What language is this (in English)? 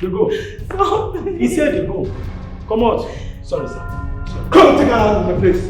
Nigerian Pidgin